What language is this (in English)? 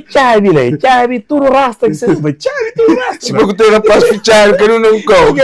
Kabuverdianu